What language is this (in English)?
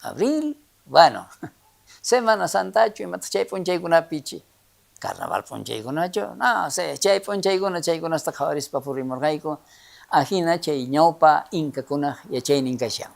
South Bolivian Quechua